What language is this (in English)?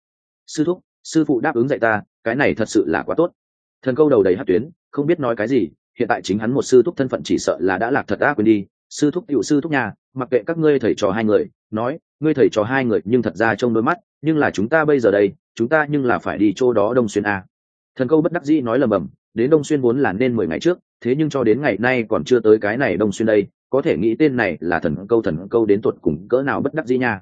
Vietnamese